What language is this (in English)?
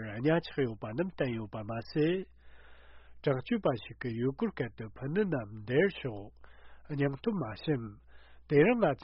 Tibetan